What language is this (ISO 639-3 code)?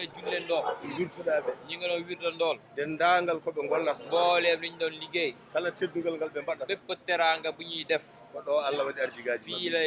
ful